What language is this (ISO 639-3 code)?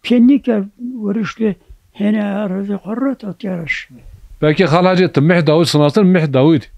zza